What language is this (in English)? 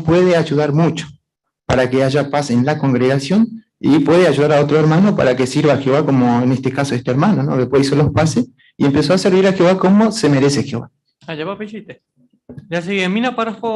Guarani